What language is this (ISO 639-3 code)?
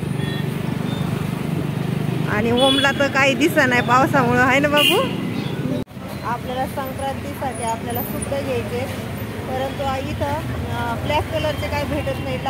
mar